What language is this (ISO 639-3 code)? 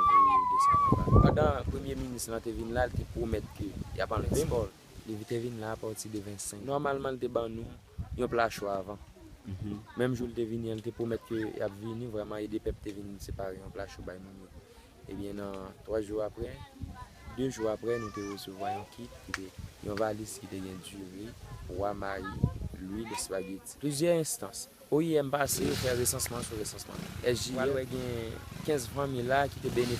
hat